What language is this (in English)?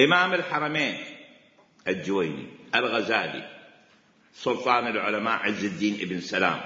Mesopotamian Arabic